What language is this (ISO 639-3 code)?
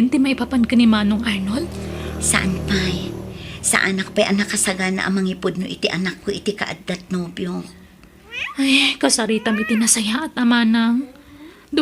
ilo